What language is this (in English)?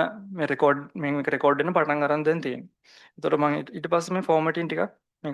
Sinhala